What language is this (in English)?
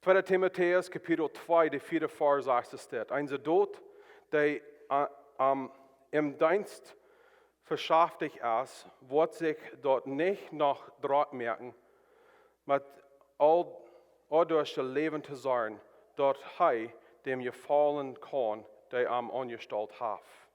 Plautdietsch